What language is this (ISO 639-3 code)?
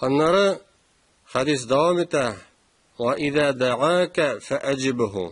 tat